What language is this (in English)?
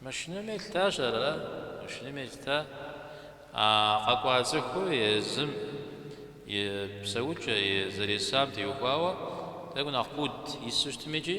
Kabardian